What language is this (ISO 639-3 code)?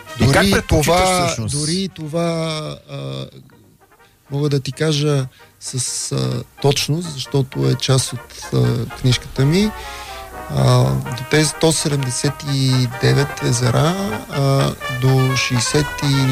bul